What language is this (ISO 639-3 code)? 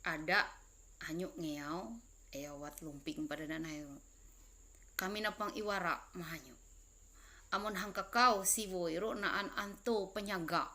mhy